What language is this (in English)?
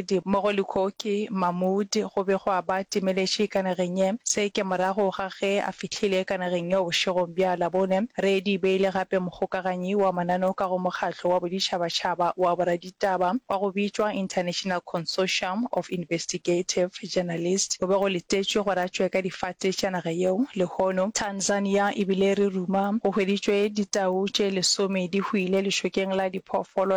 Northern Sotho